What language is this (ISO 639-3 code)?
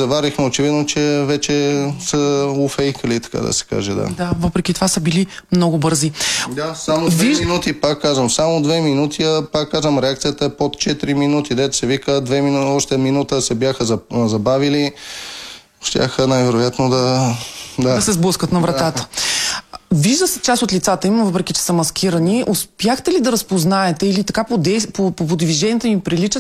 bul